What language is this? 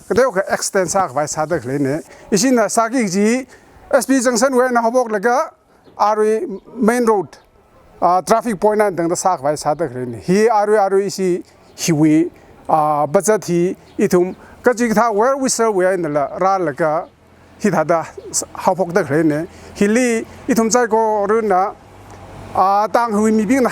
Tangkhul Naga (India)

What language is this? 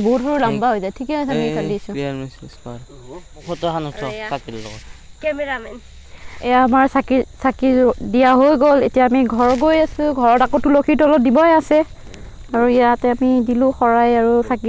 Assamese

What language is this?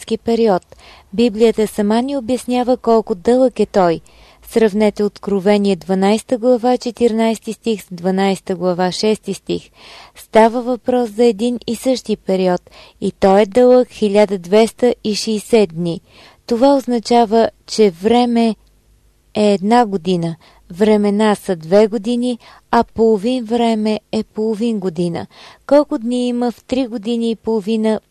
Bulgarian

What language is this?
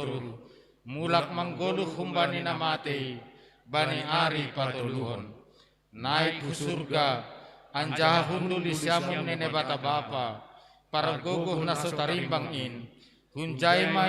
Batak Simalungun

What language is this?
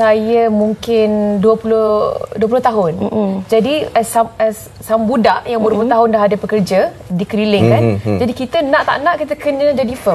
Malay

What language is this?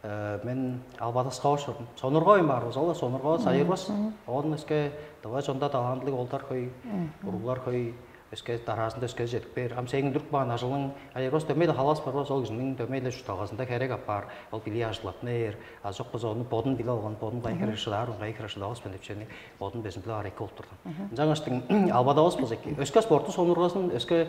Tuvinian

